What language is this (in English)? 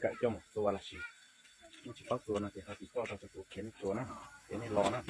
Hmong